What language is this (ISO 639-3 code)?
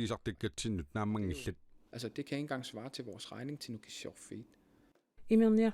kal